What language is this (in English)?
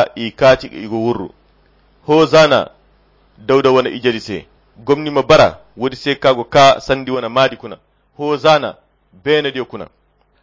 Koyra Chiini